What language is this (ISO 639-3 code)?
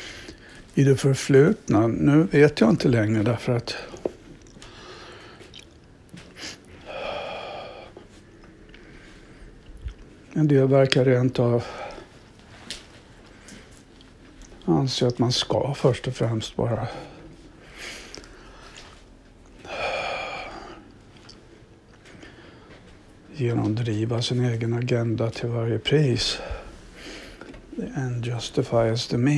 swe